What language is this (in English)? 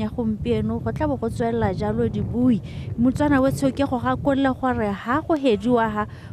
Tswana